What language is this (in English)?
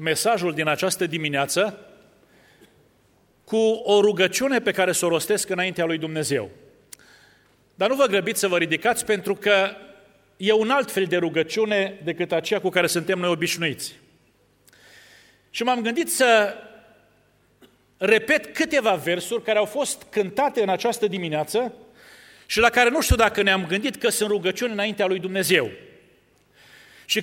Romanian